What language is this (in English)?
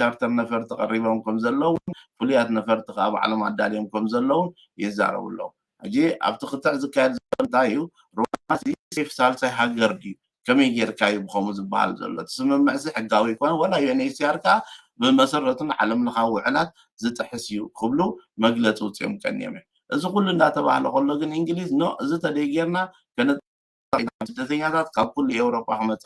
Tigrinya